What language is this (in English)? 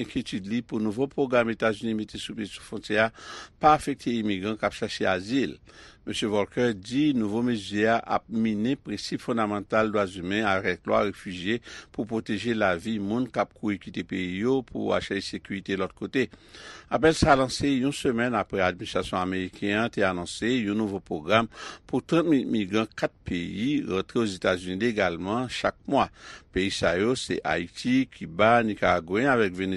Haitian Creole